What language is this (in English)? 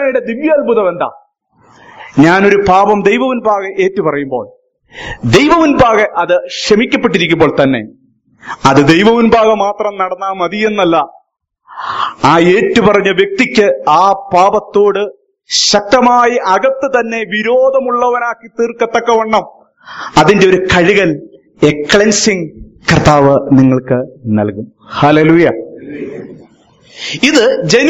Malayalam